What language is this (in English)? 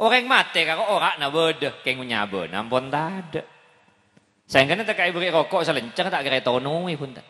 Madurese